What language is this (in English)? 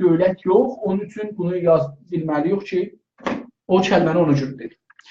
South Azerbaijani